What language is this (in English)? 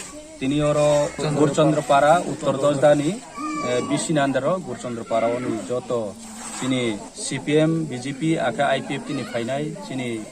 Riang (India)